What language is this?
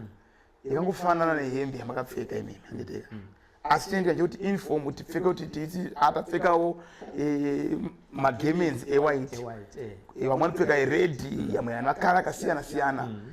Shona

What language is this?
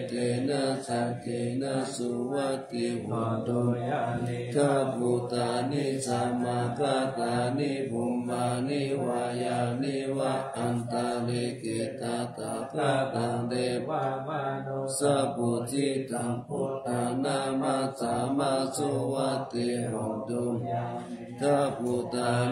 Pali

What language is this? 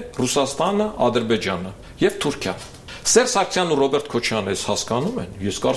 Armenian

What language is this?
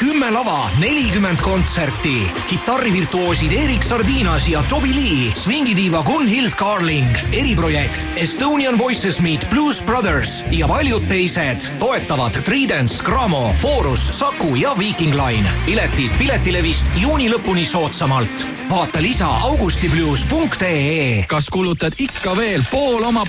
Estonian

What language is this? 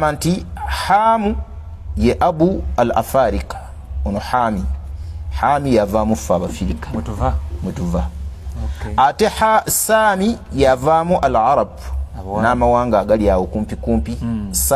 Ganda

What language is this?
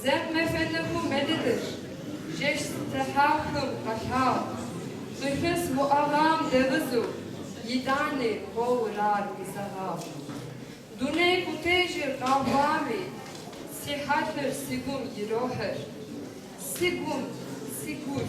Kabardian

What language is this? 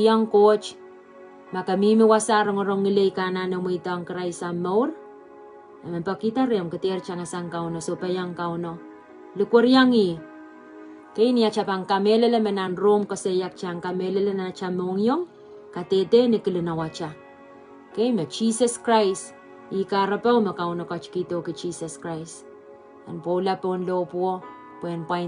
Pohnpeian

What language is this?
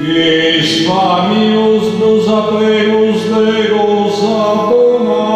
Sardinian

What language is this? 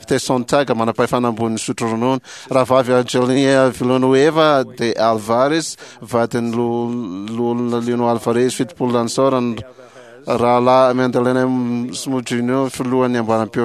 Malagasy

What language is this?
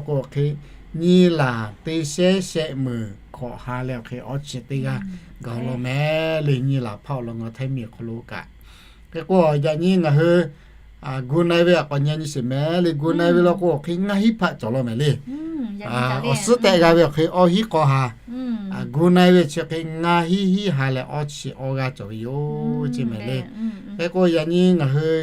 Lahu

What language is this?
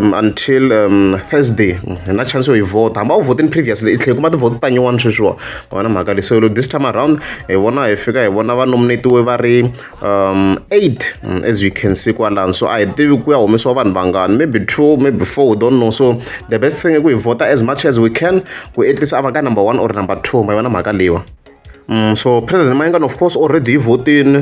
Tsonga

